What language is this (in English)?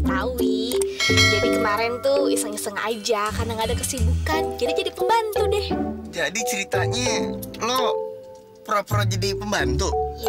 Betawi